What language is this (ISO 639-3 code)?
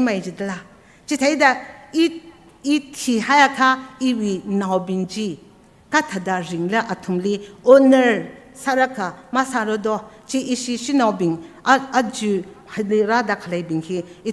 nmf